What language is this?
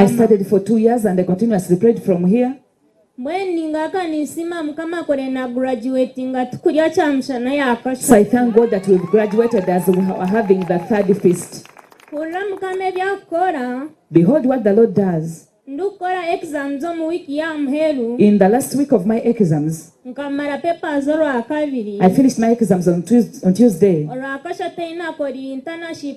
Nyankole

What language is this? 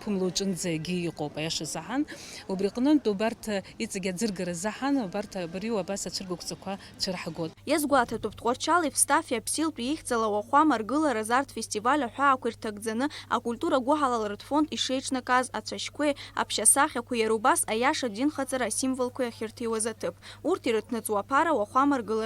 Abkhazian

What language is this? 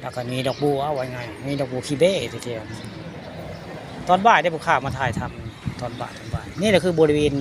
Northeastern Thai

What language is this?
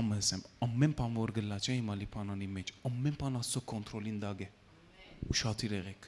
Western Armenian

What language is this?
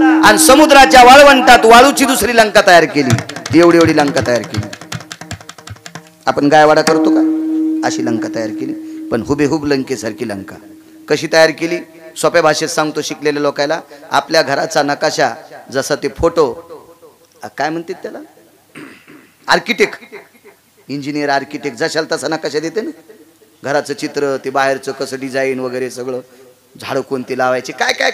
Marathi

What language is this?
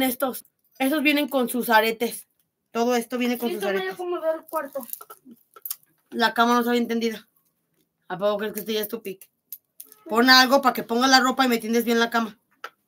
Spanish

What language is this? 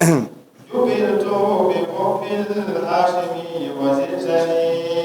Dagbani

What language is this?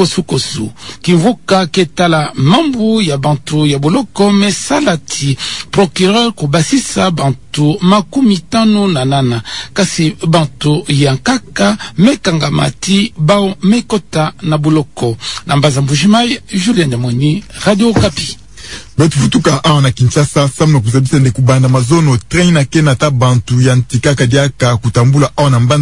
Kituba (Democratic Republic of Congo)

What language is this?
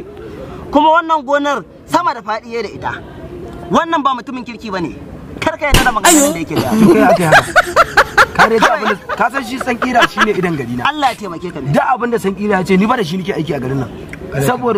Hausa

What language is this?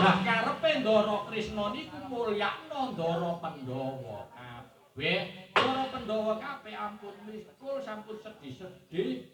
Javanese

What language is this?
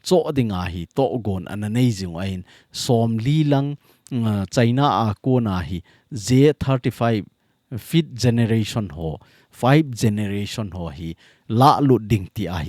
Thado Chin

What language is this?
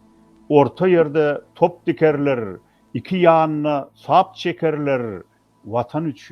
Turkmen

